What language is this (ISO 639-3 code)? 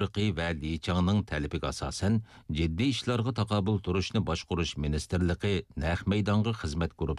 uig